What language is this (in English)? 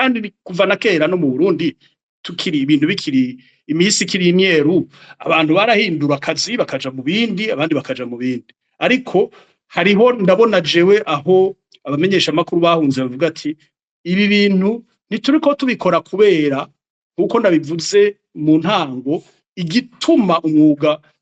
Rundi